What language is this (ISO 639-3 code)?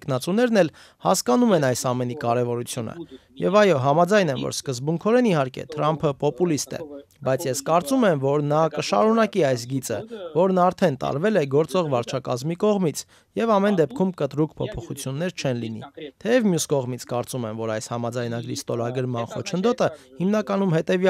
hye